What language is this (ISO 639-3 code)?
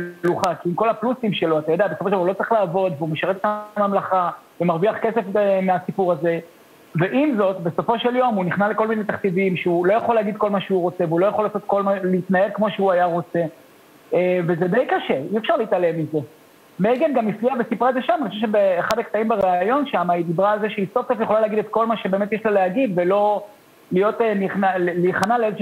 heb